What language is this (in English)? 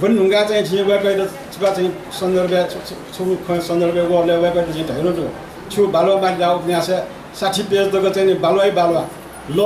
Newari